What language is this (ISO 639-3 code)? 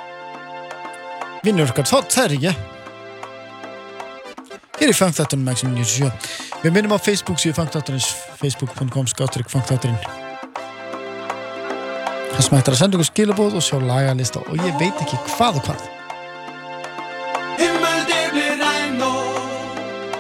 isl